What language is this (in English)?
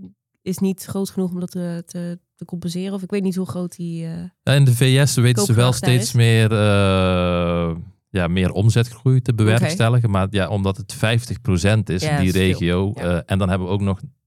Dutch